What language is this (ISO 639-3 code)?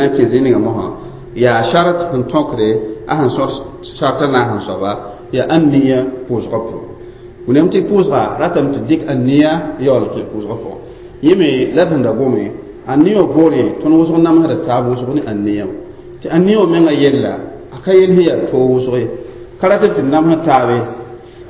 mos